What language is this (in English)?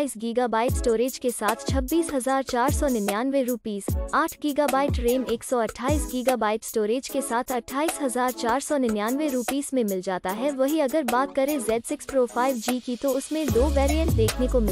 Hindi